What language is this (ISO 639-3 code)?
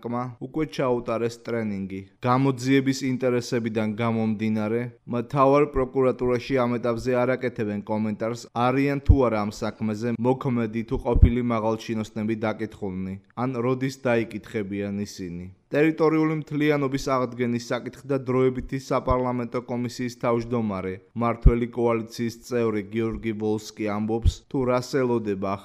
kat